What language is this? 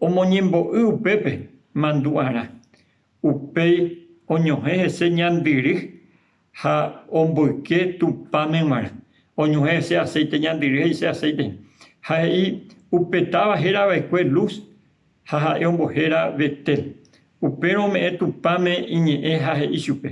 Guarani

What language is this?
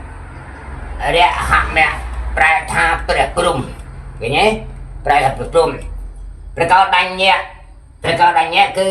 Khmer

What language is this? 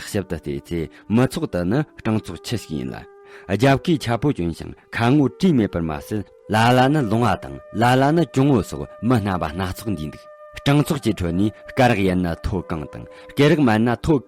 Tibetan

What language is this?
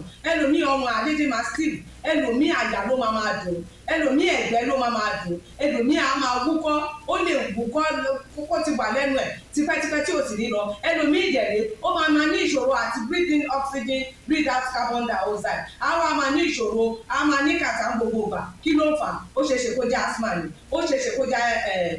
Yoruba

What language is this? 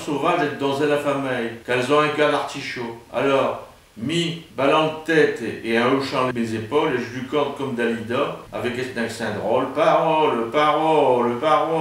Picard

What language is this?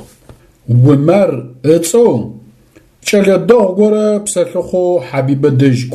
Adyghe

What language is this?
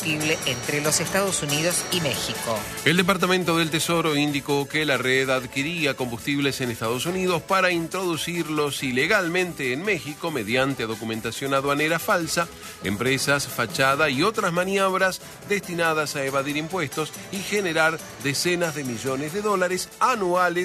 Spanish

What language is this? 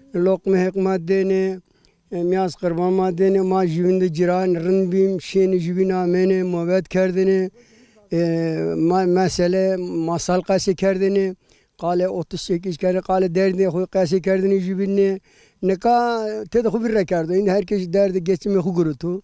Zaza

